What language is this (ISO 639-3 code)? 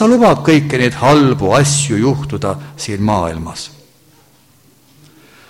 est